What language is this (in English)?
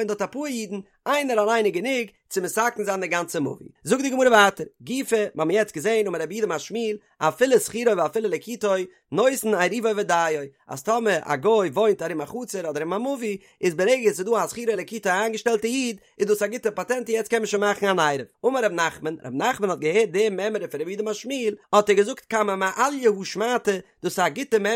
Yiddish